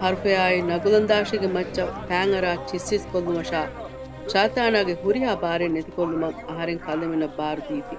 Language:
Divehi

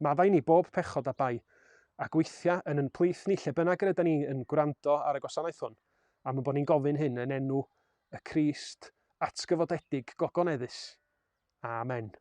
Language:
Welsh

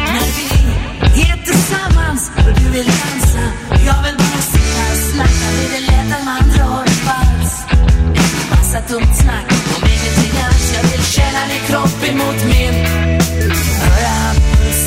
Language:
Swedish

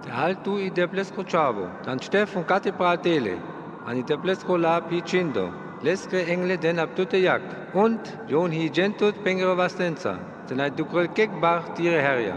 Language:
Sinte Romani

